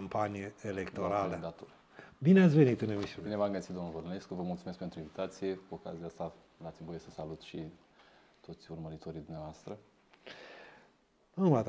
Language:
Romanian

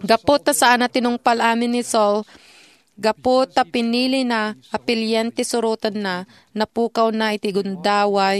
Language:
Iloko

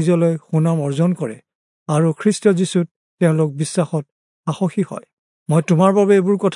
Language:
Assamese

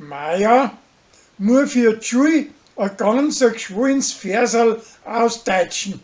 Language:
Bavarian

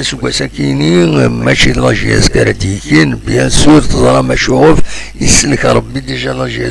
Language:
Kabyle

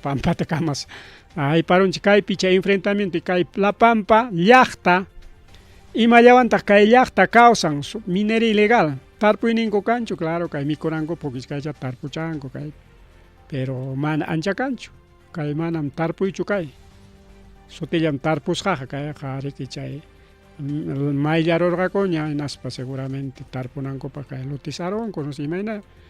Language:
Ayacucho Quechua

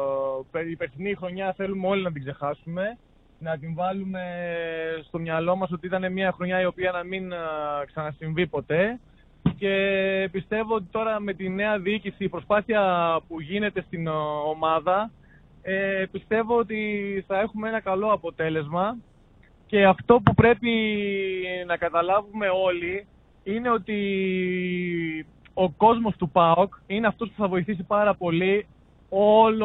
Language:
Greek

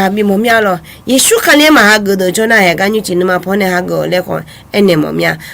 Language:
Akha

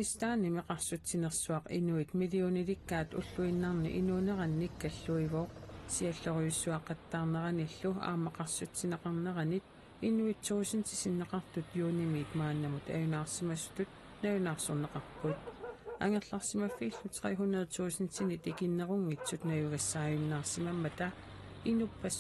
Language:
Kalaallisut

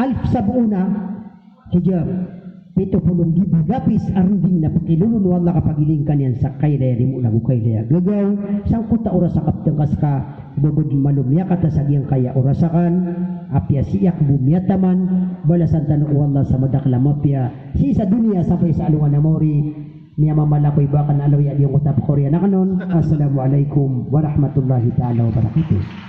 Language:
Maranao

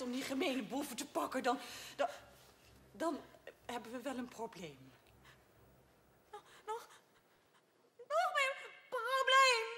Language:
Dutch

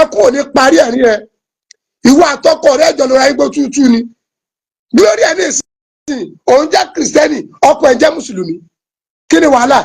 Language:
Yoruba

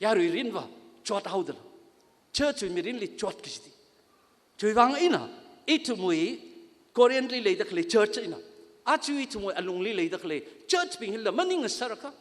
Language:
Tangkhul Naga (India)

